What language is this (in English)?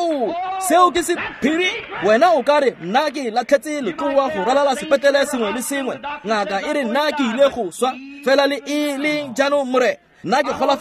Tswana